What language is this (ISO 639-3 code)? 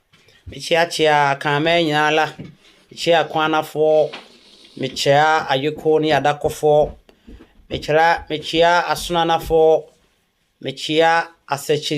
aka